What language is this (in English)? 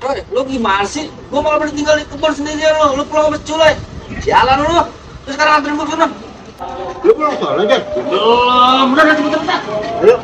Betawi